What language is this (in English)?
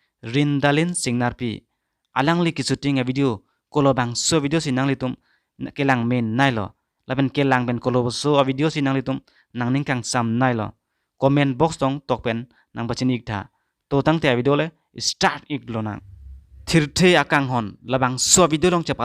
Karbi